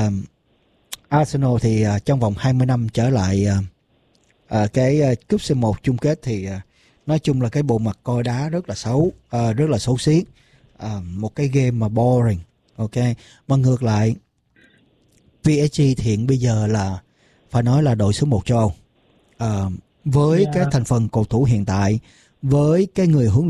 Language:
Vietnamese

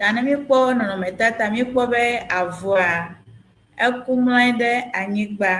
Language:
Ewe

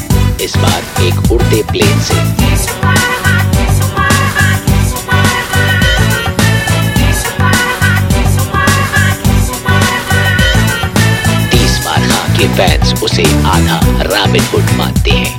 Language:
Hindi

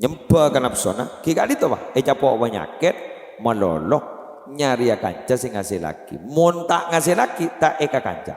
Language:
Madurese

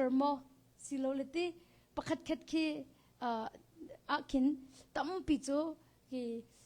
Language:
Hakha Chin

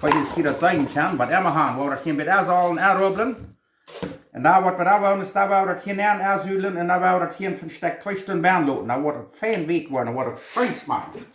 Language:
Plautdietsch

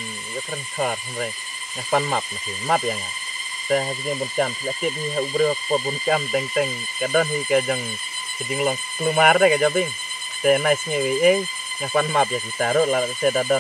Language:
Khasi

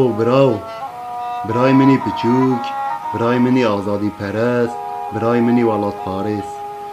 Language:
Kurdish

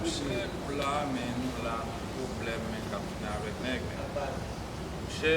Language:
Haitian Creole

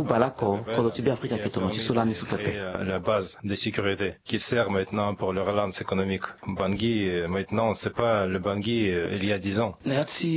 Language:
Sango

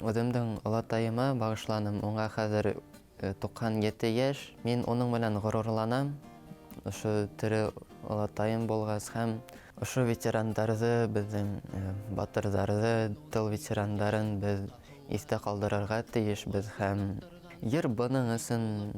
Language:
Bashkir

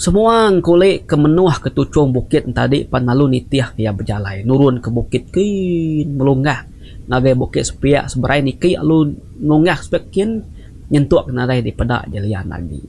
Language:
Iban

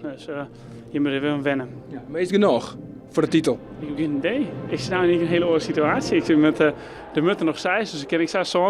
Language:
Western Frisian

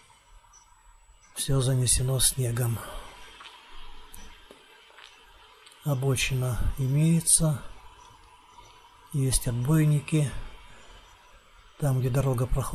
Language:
Russian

